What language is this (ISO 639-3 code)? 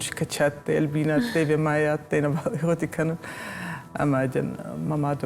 oss